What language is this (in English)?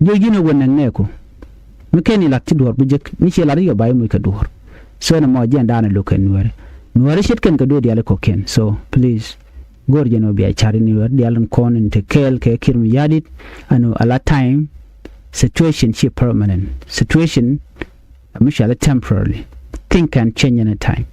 Nuer